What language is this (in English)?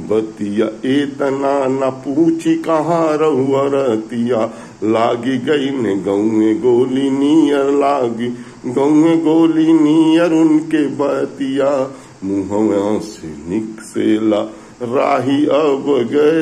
Bhojpuri